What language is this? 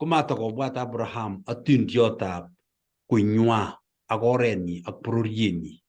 Kalenjin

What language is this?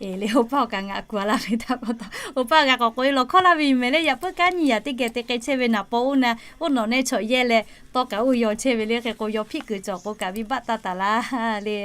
Lahu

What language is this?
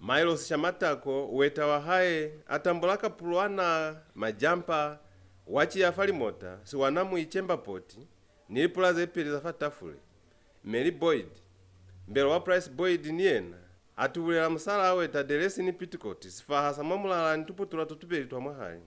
Lozi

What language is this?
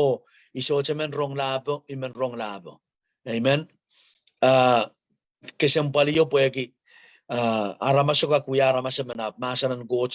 Pohnpeian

